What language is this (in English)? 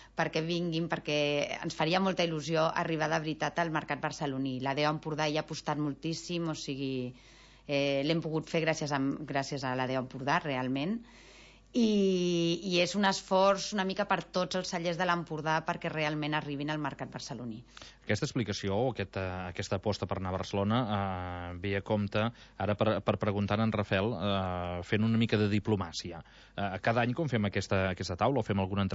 Catalan